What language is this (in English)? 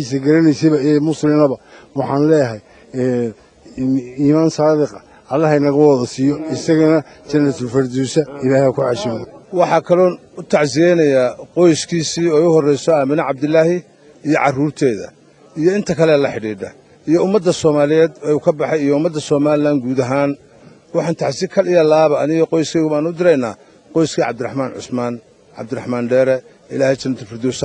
Somali